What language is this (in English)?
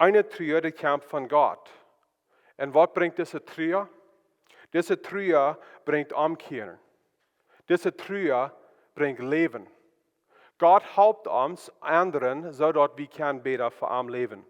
Plautdietsch